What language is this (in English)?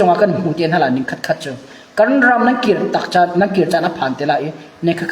Hakha Chin